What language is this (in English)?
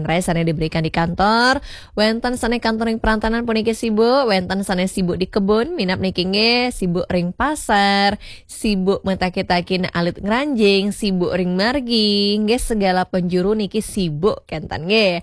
Balinese